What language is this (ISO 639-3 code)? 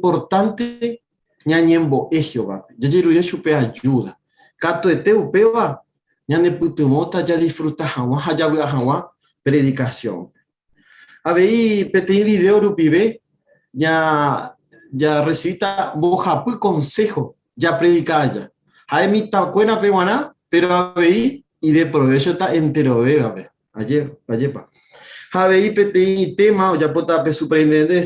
grn